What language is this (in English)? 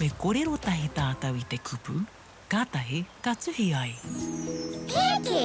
Māori